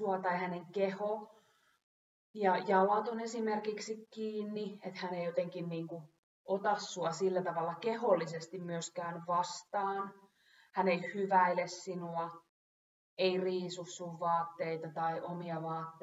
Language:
Finnish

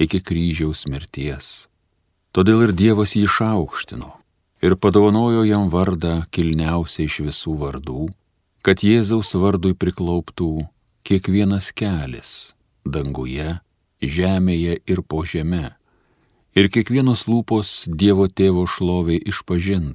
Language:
Lithuanian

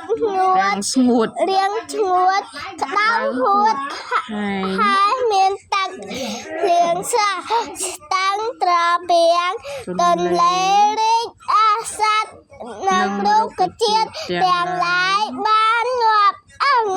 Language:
Khmer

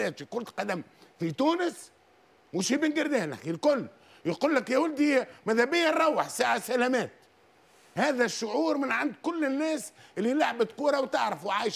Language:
Tunisian Arabic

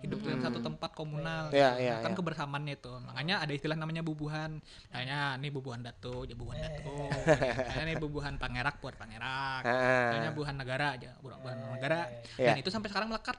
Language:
Banjar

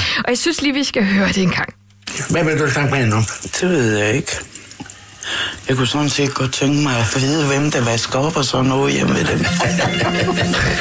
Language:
Danish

